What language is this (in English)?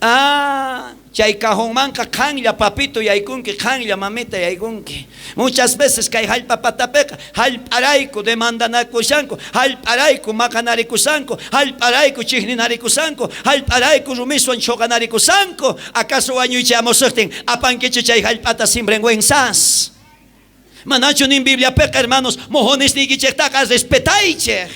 South Bolivian Quechua